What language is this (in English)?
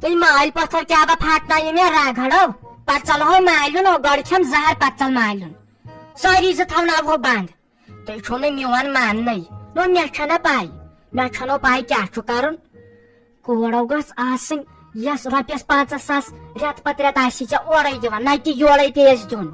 Kashmiri